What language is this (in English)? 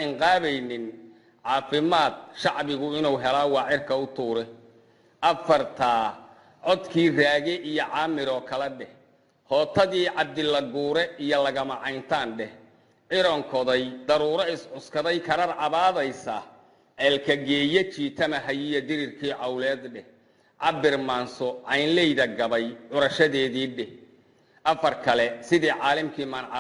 Somali